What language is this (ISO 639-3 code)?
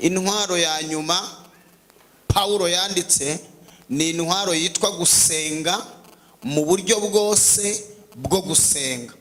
kin